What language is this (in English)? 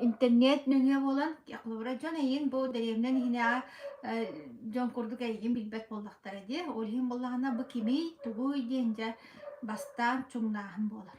Yakut